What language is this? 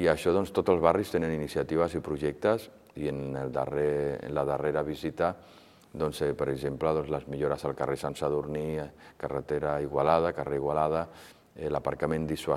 Catalan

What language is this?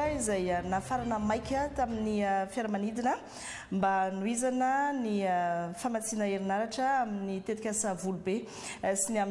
Malagasy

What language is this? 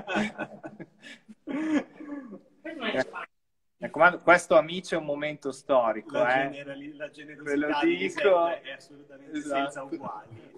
Italian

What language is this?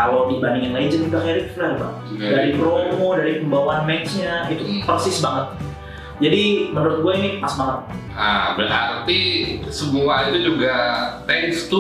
Indonesian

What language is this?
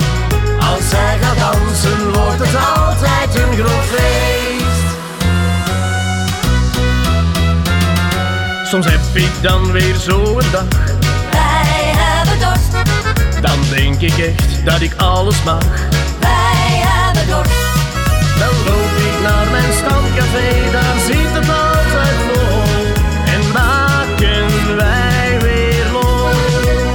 Dutch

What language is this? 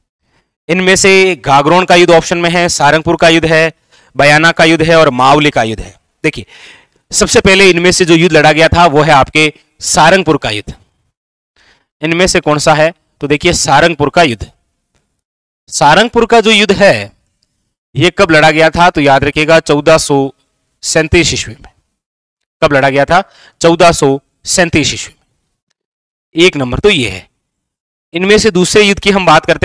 Hindi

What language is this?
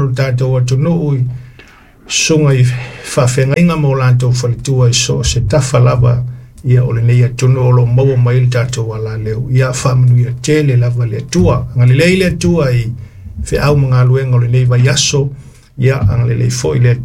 Samoan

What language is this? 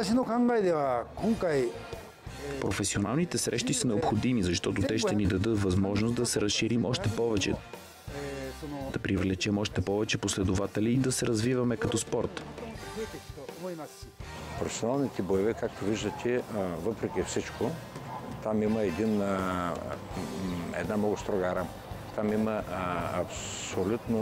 Bulgarian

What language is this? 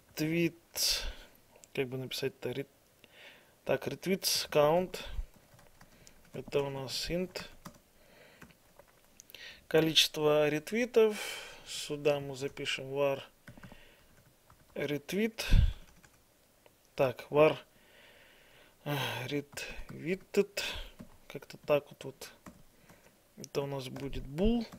Russian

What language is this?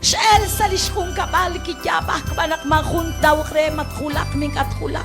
Kekchí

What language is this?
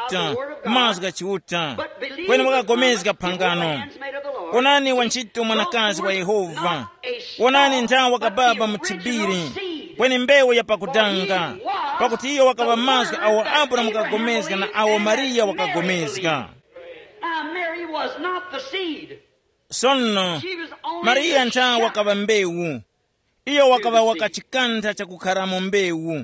Tumbuka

